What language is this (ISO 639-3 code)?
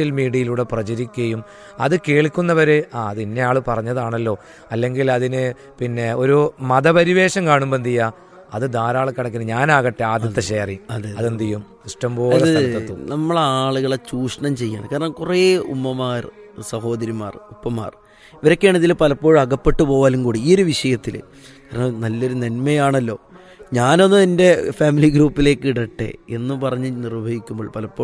mal